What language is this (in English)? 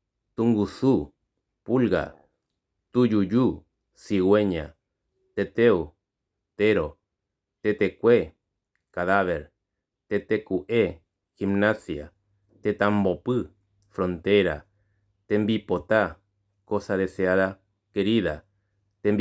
Guarani